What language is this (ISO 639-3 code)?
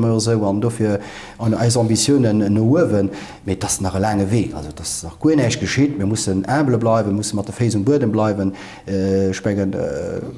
ltz